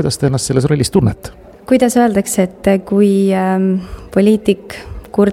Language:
Estonian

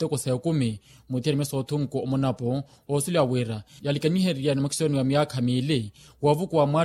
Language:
Makhuwa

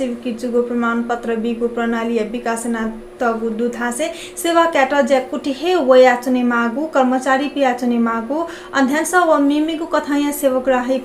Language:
Newari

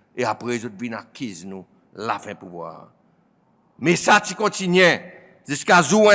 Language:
Seselwa Creole French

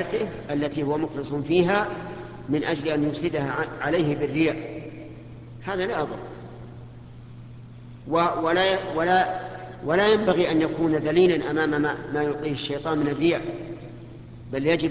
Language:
Arabic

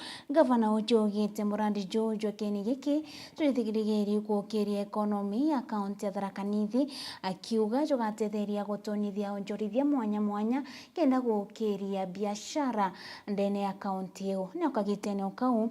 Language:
Meru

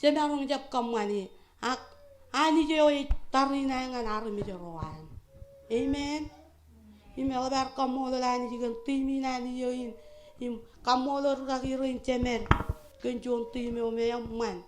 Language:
Marshallese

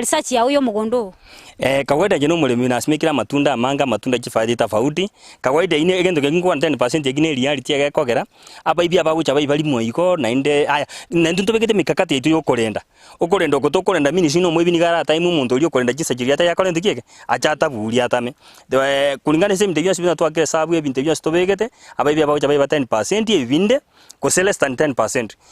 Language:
Gusii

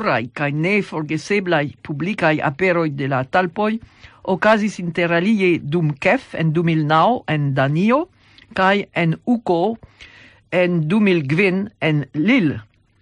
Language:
Esperanto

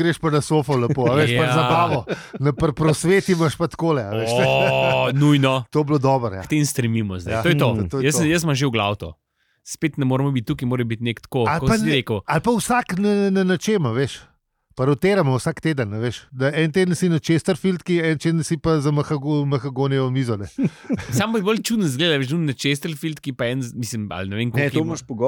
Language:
Slovenian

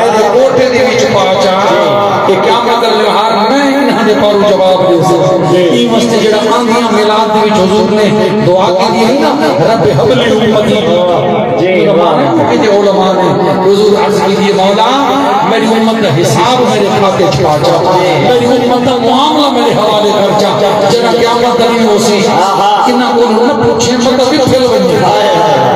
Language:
Saraiki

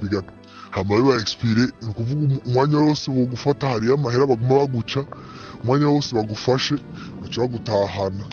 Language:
Rundi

